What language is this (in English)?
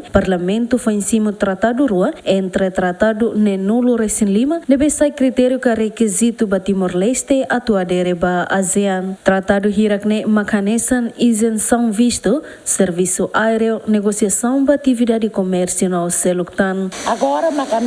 Tetum